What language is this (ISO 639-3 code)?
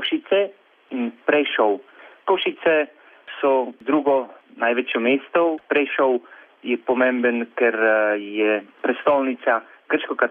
slv